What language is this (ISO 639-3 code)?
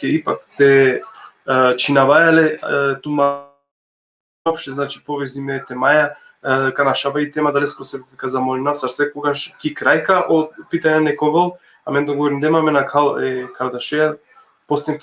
rmn